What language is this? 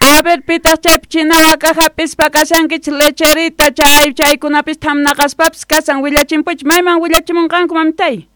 South Bolivian Quechua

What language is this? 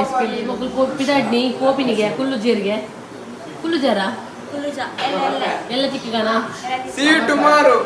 Tulu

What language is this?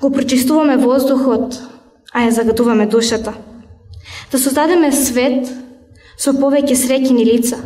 Macedonian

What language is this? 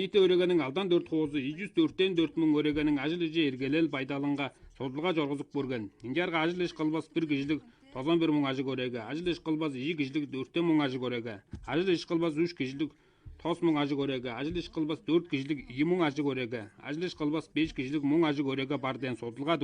Tuvinian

